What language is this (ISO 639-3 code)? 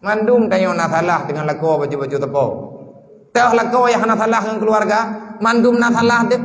ace